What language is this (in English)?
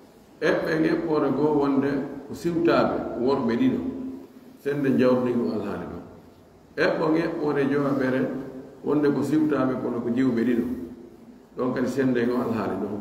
Pular